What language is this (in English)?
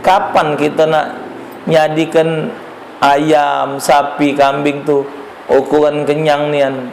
Musi